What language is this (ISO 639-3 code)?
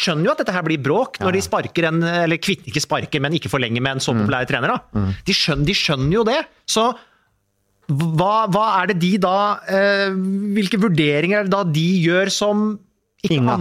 nor